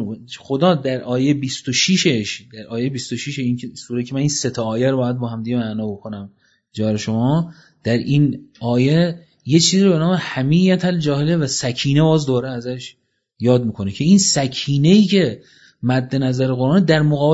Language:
Persian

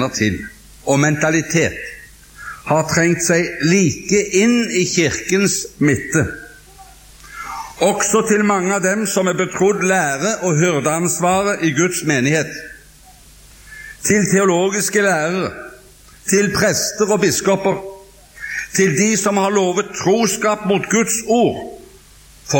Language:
Norwegian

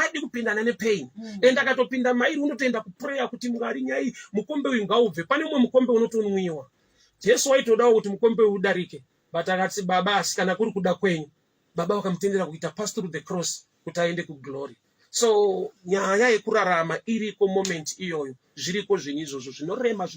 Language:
Shona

